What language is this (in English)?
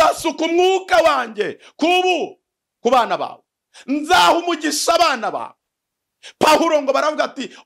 Kinyarwanda